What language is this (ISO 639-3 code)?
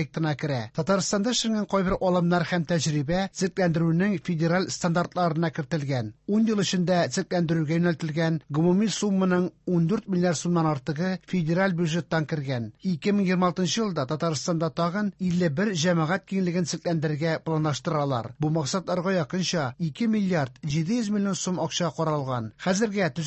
tat